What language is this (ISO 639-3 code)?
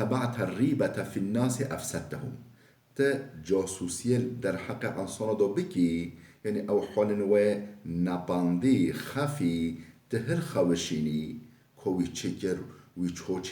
kur